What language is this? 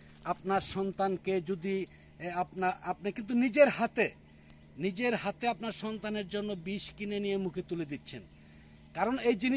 Bangla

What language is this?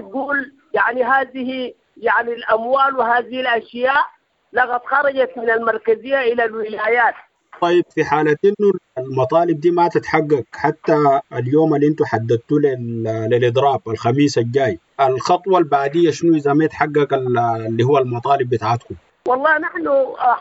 Sudanese Arabic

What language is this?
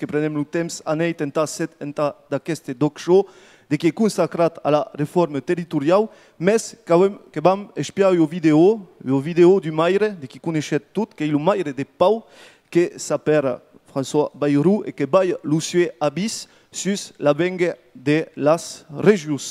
Occitan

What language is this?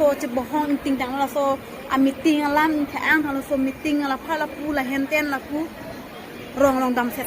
Karbi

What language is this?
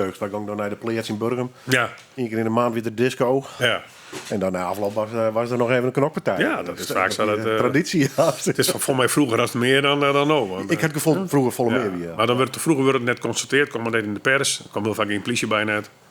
Western Frisian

